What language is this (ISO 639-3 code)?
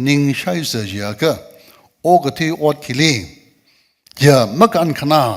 nmf